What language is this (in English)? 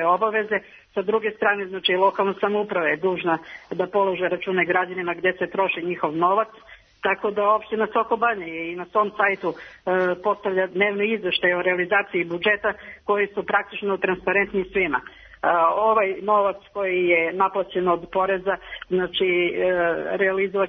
Serbian